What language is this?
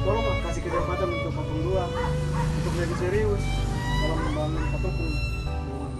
Ambonese Malay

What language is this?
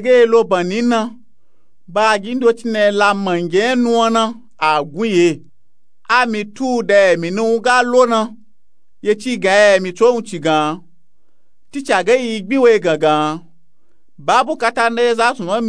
Nupe-Nupe-Tako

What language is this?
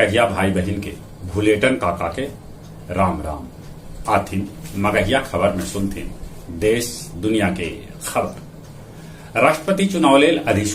Magahi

